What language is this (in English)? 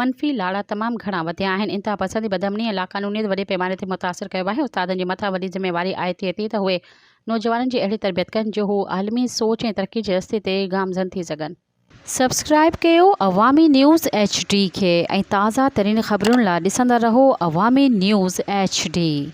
Sindhi